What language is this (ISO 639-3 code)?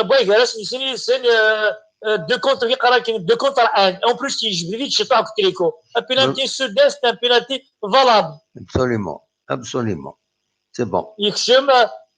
kab